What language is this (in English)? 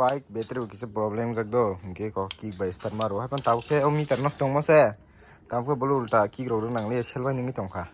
Kok Borok